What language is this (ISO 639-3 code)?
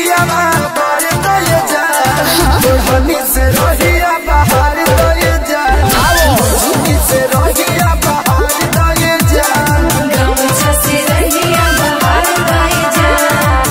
bho